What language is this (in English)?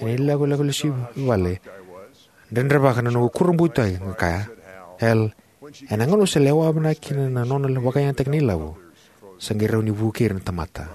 Fijian